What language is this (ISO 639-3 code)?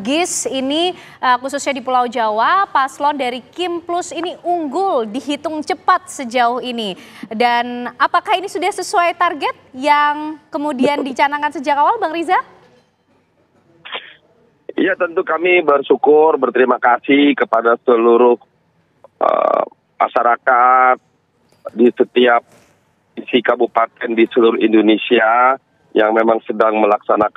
ind